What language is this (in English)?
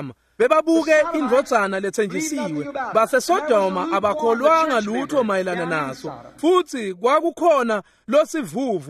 Swati